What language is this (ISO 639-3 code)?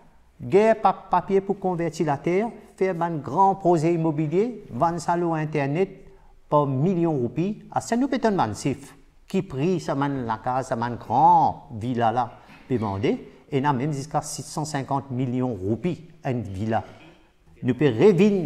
mfe